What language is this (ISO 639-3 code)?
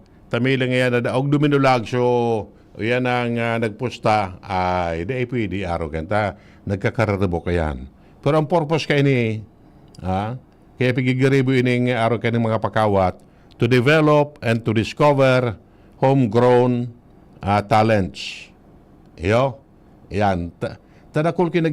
bik